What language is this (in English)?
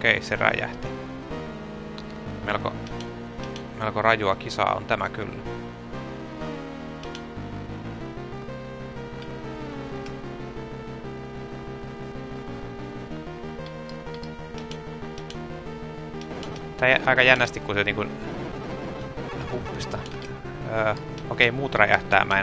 Finnish